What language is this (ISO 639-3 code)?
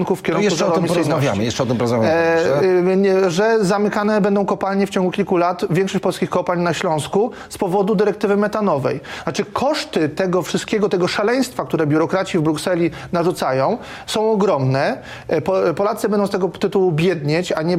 pol